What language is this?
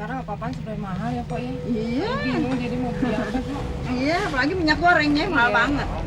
Betawi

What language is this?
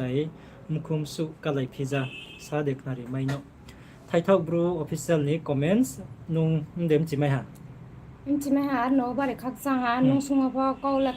Riang (India)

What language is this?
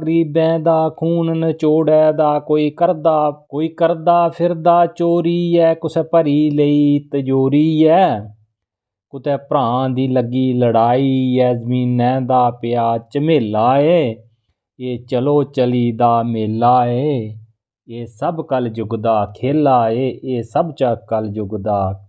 Dogri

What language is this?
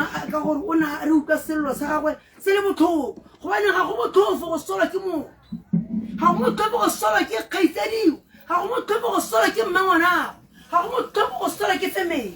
Tswana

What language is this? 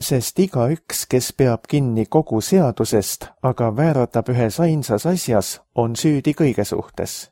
Estonian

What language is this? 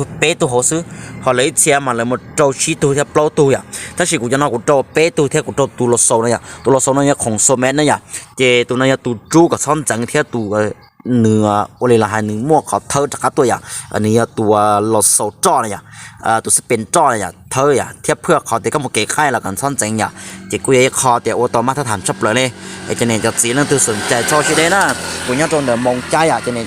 Hmong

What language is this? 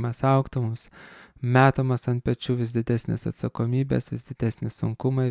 Lithuanian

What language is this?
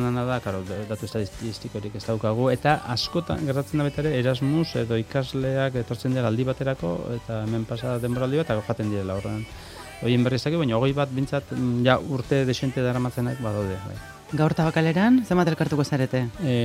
Basque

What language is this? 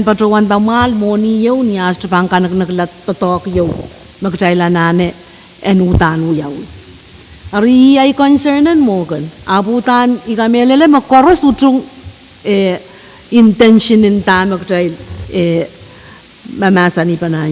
Pohnpeian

